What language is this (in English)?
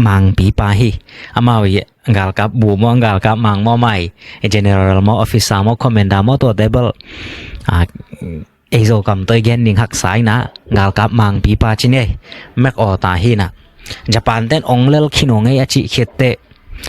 Tedim Chin